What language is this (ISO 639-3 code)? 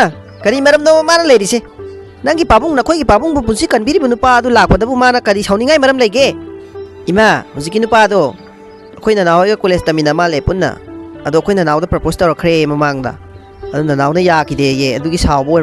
mni